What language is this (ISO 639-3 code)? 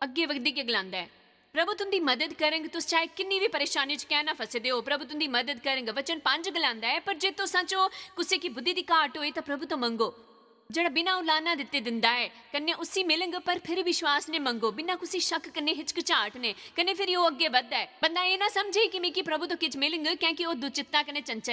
doi